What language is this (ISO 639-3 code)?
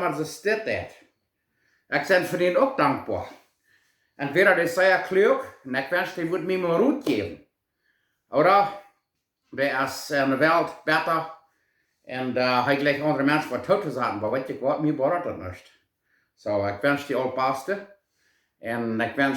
pdt